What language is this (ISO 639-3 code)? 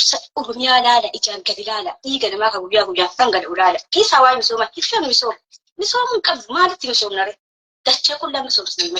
orm